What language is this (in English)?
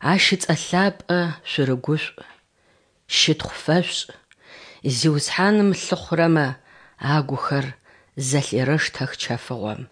Adyghe